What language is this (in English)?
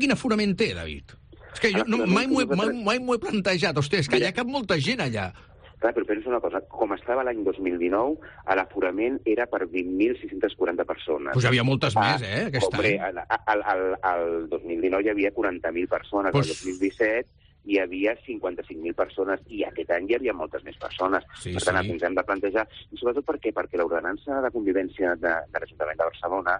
Catalan